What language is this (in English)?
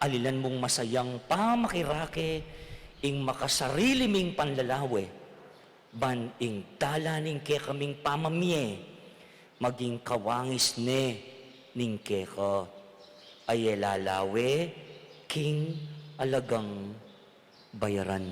Pampanga